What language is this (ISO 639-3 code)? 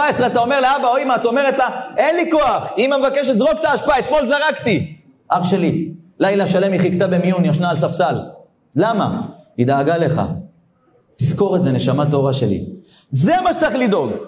heb